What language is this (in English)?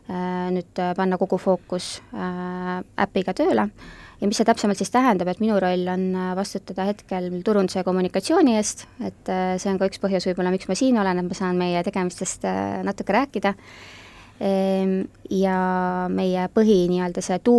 Estonian